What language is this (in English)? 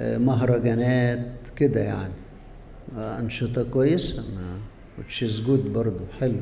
Egyptian Arabic